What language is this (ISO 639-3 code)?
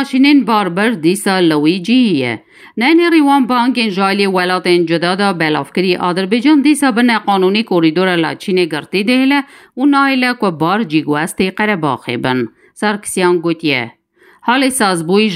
kur